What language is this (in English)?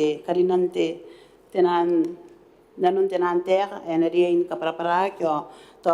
Gilbertese